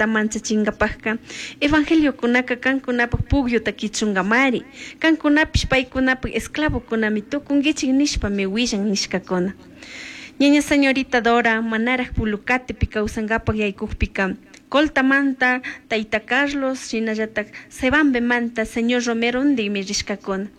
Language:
Chimborazo Highland Quichua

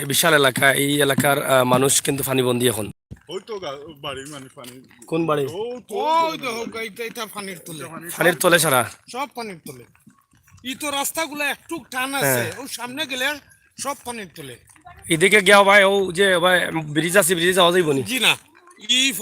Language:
Sylheti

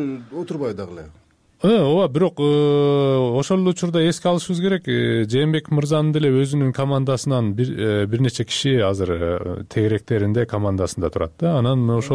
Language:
Kyrgyz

